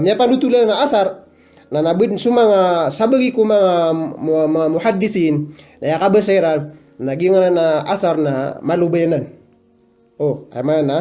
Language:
Maranao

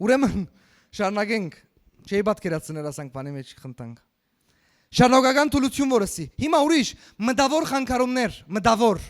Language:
Western Armenian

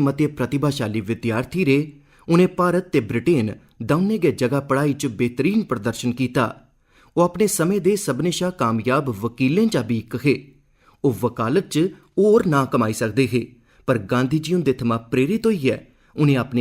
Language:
Dogri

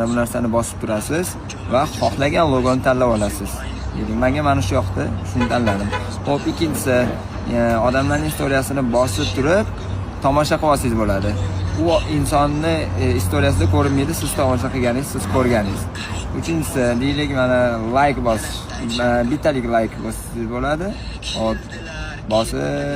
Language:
Uzbek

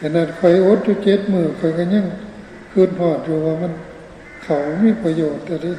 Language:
Northeastern Thai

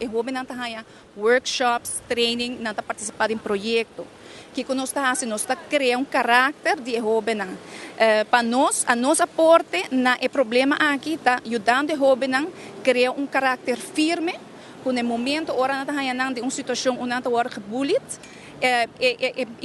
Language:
Papiamento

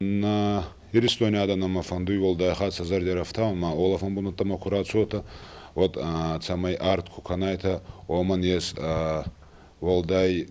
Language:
Ossetic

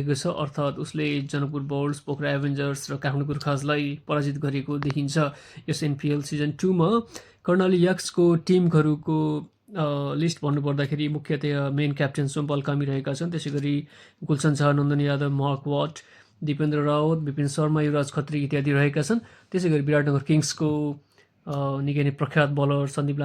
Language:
Nepali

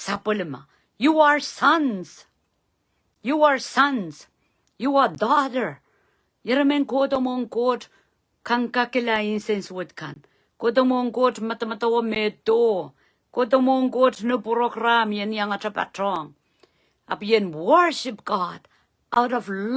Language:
Pohnpeian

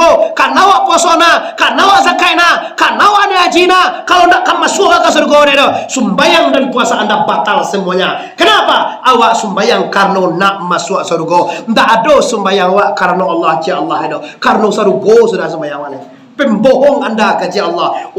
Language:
Minangkabau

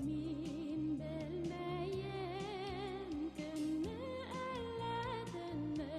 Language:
Bashkir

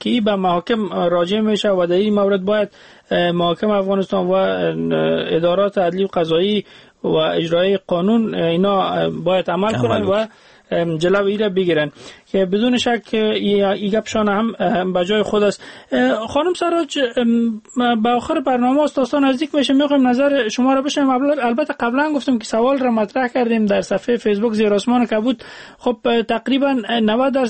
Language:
Persian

